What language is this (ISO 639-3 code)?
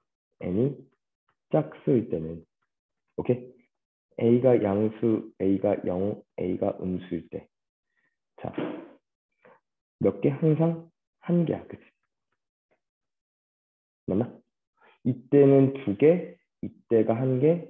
kor